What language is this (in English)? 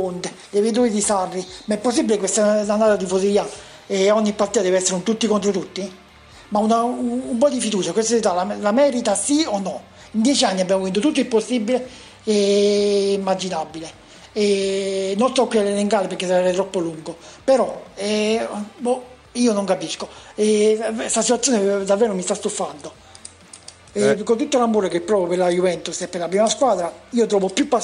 Italian